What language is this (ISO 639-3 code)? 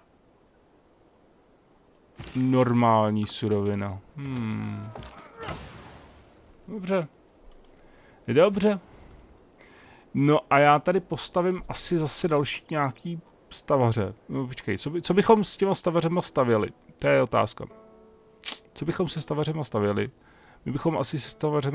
ces